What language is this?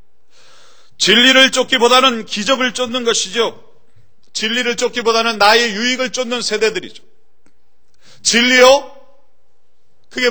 Korean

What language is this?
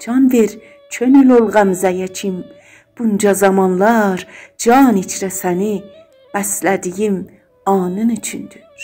South Azerbaijani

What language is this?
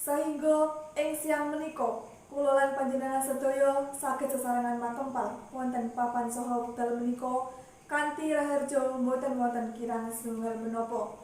Javanese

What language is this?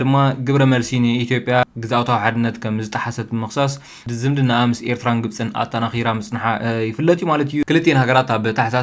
Tigrinya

